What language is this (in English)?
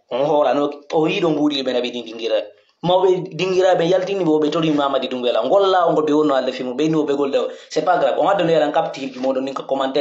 Pular